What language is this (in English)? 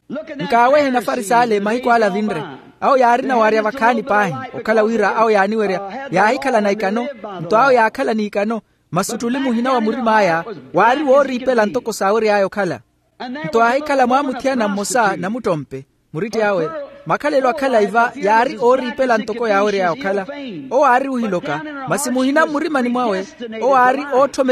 Makhuwa